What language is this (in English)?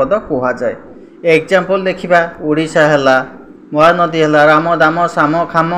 Odia